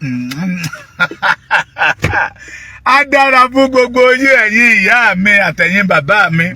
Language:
Yoruba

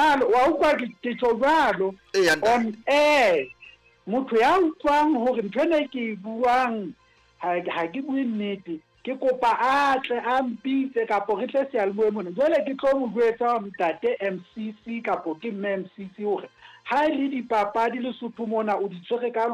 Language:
Southern Sotho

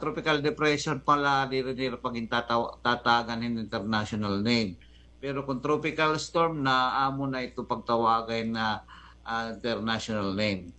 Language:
Waray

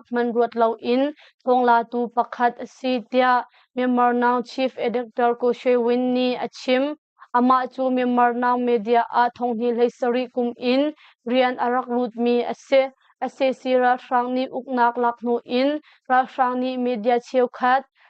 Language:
Hakha Chin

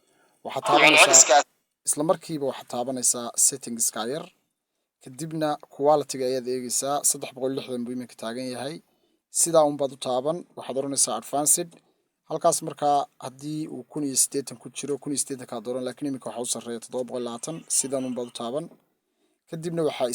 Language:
Somali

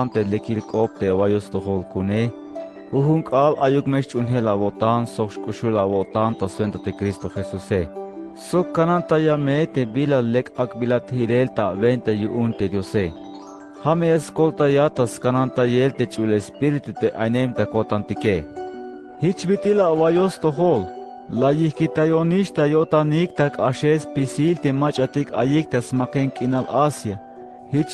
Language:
Tzeltal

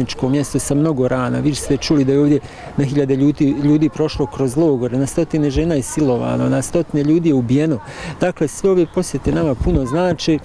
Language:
Bosnian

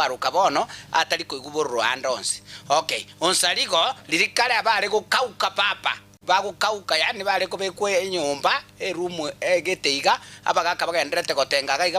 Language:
Gusii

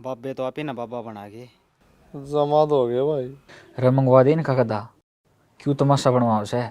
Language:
Haryanvi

